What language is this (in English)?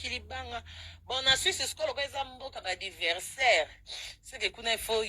Lingala